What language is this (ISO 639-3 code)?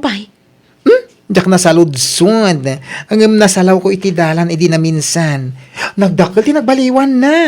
ilo